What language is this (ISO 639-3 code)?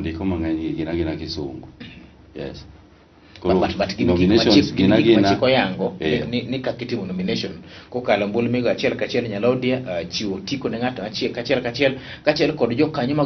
luo